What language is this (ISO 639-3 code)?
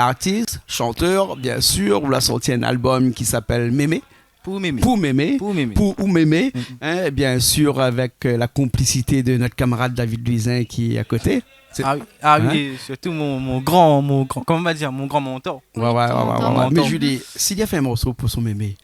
rcf